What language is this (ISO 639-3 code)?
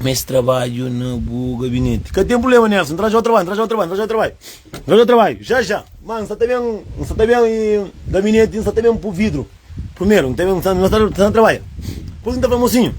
kea